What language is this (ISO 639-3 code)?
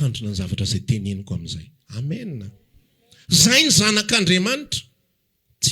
mlg